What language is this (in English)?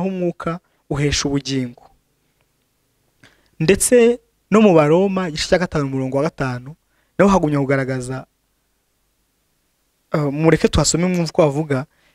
Kinyarwanda